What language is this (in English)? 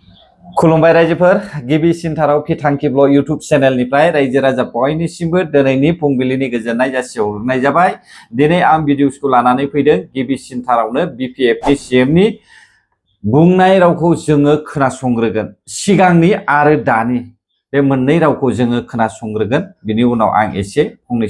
Bodo